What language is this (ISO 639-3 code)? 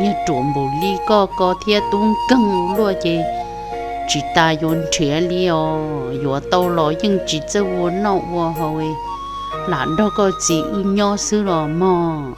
hmn